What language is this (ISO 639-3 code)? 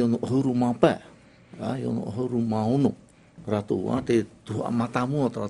tah